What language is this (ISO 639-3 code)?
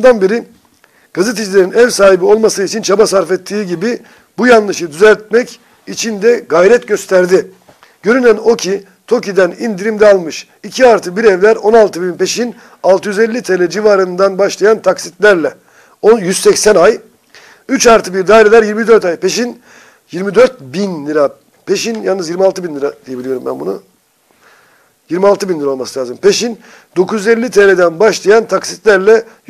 tur